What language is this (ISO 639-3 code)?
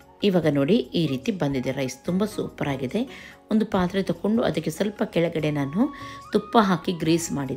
kan